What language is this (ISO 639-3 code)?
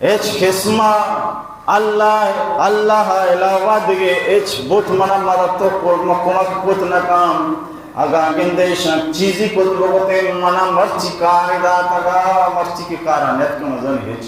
bal